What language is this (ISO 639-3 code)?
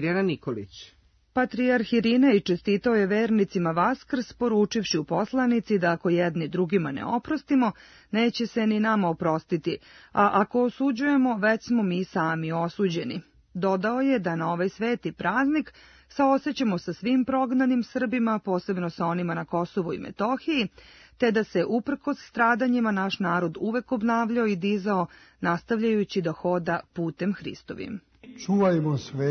srp